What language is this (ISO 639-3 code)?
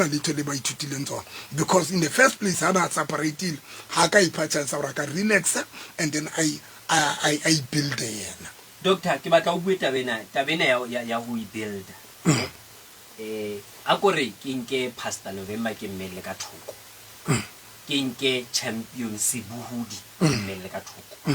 sot